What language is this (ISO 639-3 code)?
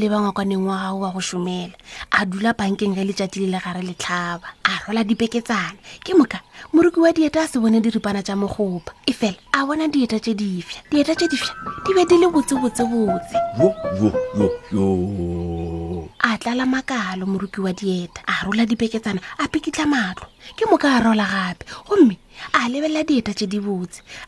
nso